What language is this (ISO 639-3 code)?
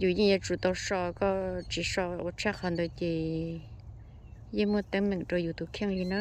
hmn